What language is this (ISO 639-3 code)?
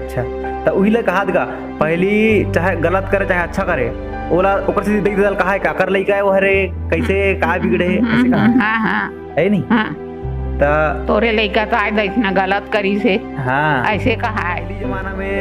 hne